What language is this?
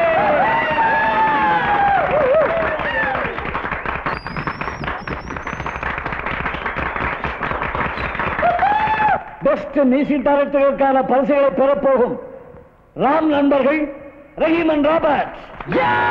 Tamil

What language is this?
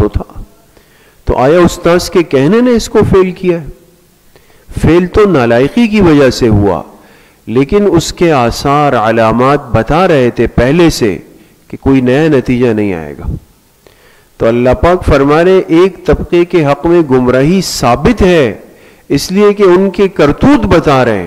Urdu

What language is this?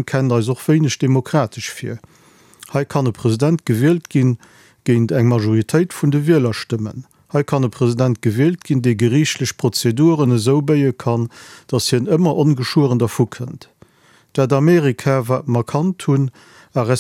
Luxembourgish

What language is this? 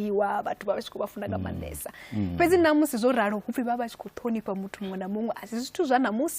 Venda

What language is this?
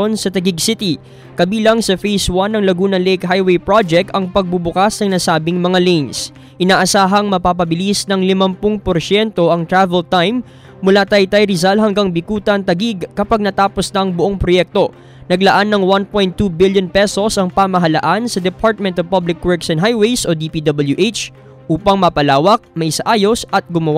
Filipino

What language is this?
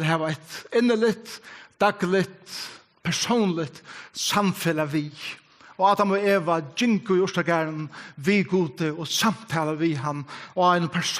Faroese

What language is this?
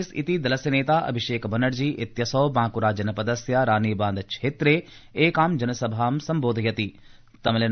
Sanskrit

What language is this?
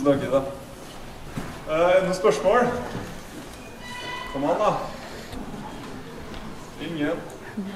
Norwegian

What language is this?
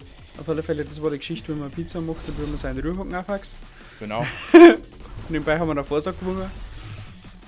Bavarian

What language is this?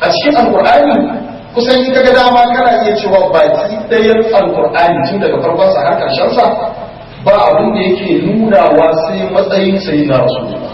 Hausa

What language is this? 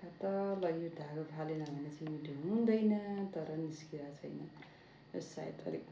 Nepali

